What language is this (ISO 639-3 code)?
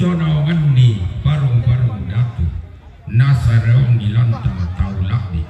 sda